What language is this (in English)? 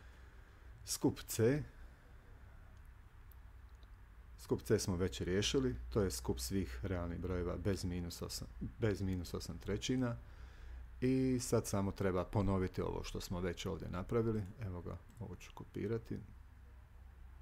Croatian